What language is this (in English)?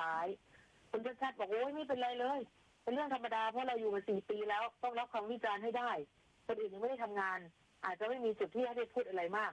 Thai